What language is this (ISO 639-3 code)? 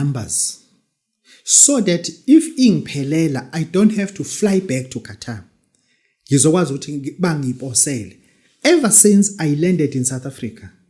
zul